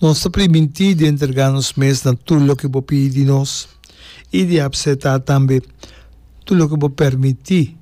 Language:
Papiamento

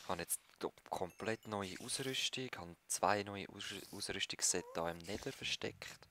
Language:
Swiss German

